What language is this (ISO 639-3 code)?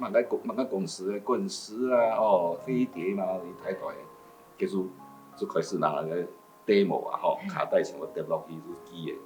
hak